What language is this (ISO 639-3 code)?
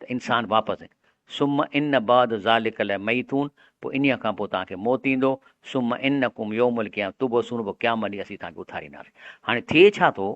snd